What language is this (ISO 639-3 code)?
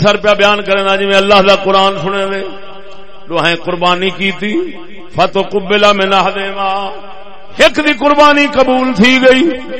skr